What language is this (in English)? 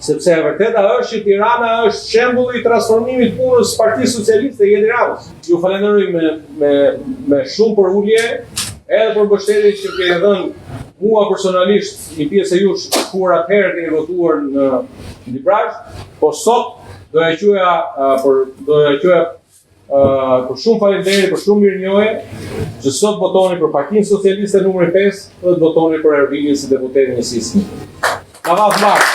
Albanian